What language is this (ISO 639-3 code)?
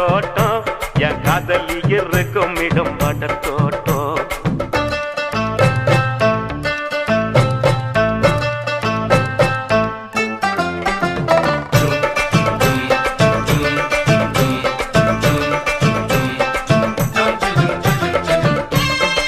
tam